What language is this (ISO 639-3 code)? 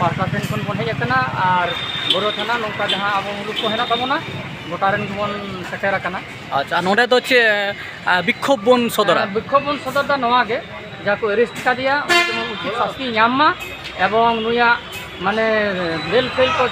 sat